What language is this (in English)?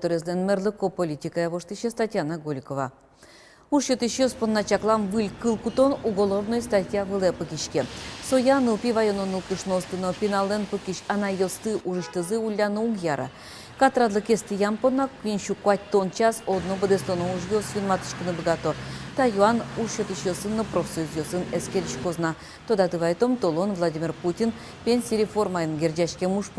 Udmurt